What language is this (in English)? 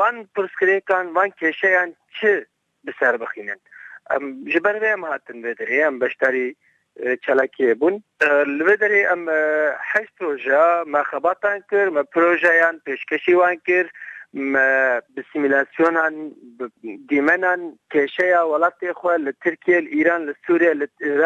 Kurdish